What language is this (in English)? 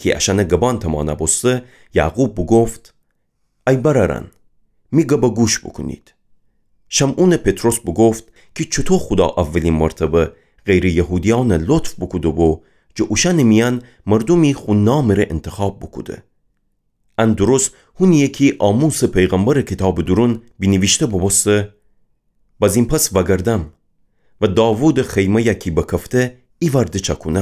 Gilaki